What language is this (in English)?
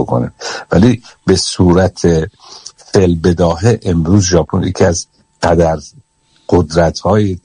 Persian